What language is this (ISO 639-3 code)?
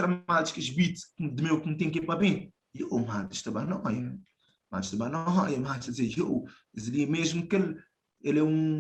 kea